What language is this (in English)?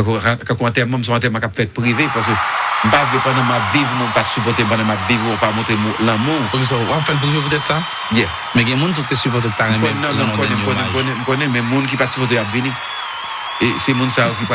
Haitian Creole